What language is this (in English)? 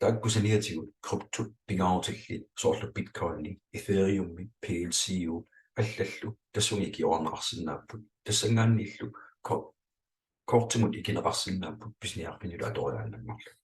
Kalaallisut